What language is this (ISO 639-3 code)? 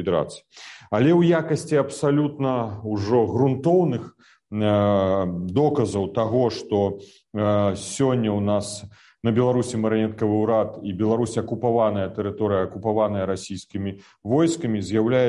bel